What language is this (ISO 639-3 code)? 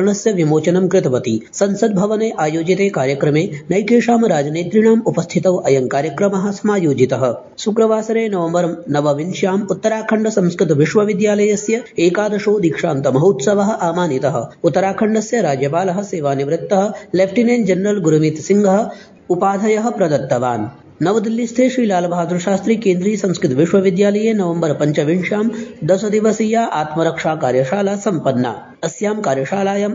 san